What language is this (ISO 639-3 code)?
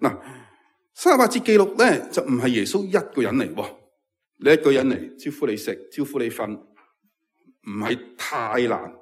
yue